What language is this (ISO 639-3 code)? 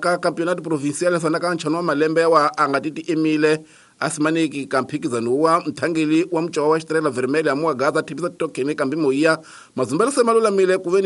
tso